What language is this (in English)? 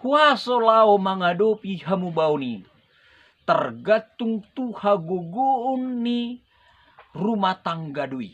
Batak Toba